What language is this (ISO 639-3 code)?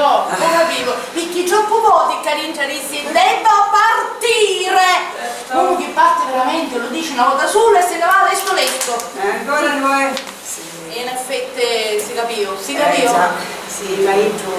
scn